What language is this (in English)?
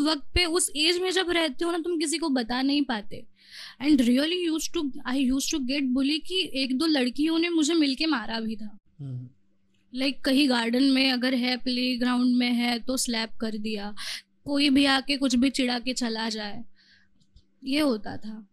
Hindi